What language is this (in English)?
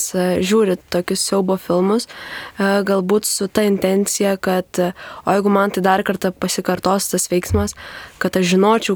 Lithuanian